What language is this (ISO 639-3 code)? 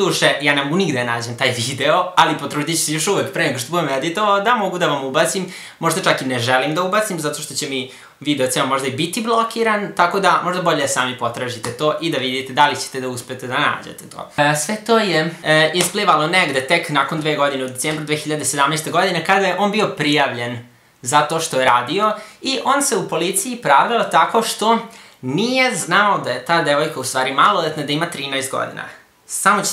srp